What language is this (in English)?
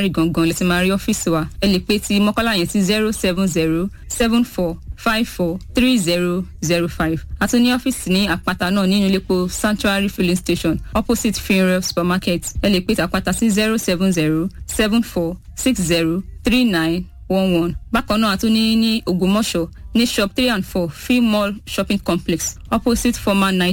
Yoruba